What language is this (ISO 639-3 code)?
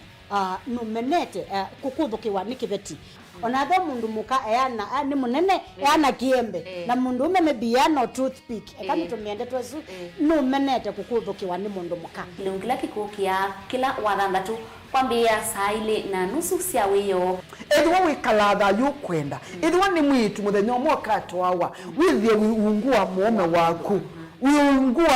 kam